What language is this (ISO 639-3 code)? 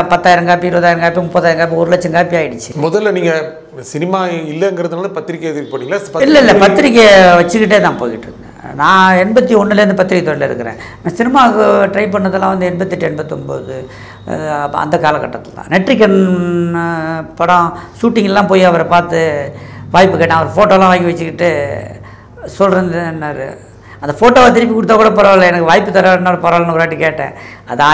tam